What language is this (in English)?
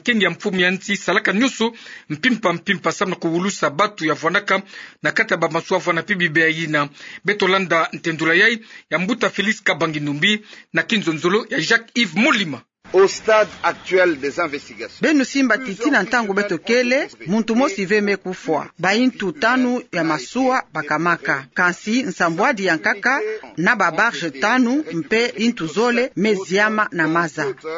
Kituba (Democratic Republic of Congo)